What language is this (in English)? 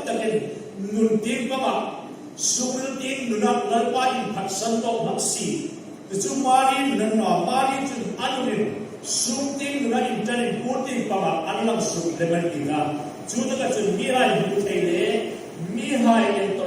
Hmar